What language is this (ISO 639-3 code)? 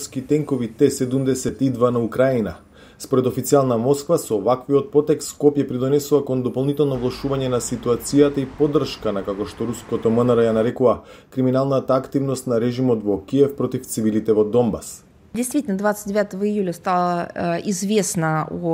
mkd